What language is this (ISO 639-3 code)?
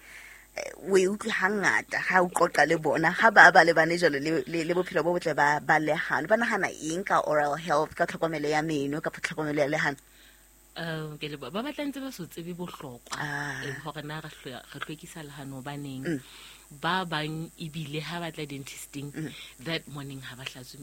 sot